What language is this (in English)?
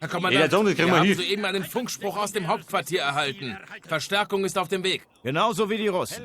Bavarian